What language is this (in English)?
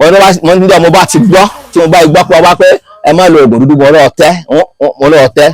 Yoruba